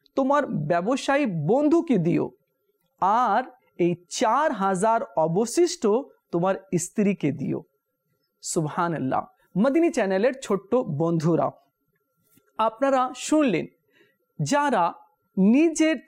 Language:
Bangla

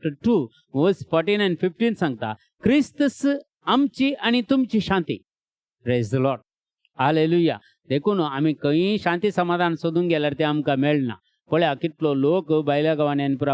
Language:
Konkani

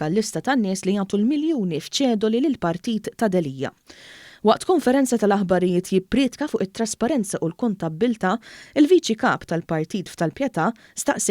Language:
Maltese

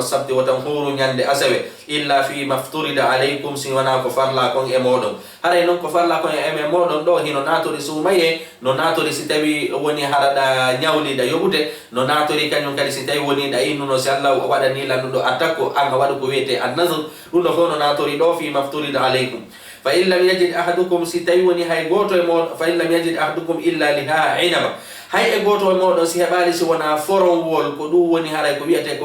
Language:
Fula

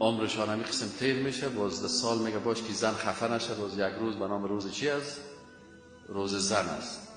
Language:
Persian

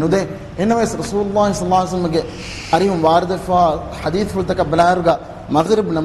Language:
Divehi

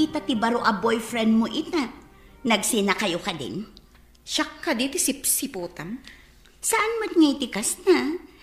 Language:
Iloko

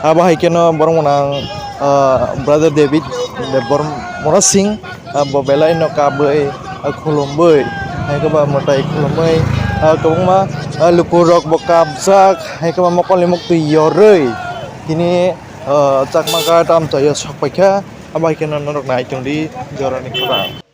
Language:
Kok Borok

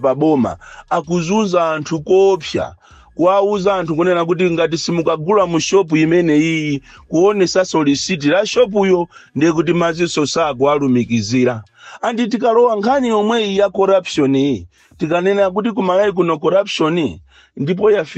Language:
Nyanja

